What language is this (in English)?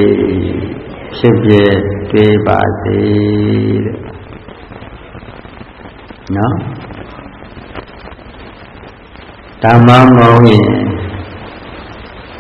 Burmese